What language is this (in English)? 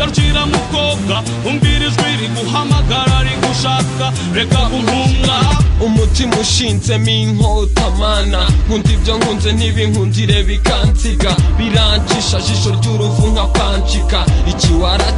Kinyarwanda